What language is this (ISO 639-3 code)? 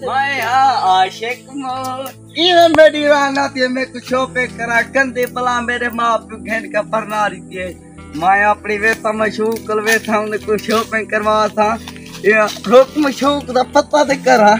skr